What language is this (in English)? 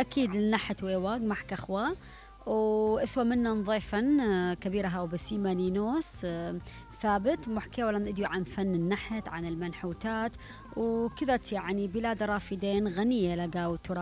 Mesopotamian Arabic